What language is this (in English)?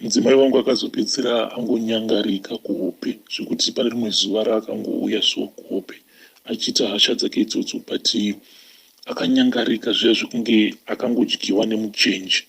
Shona